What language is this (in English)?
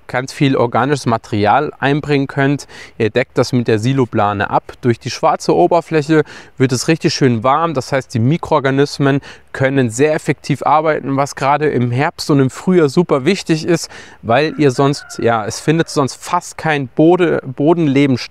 German